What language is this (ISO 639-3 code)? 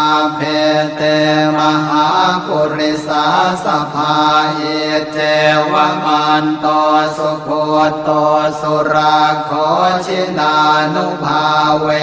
pli